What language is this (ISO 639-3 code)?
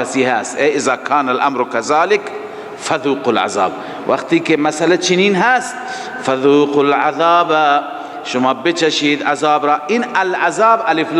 fas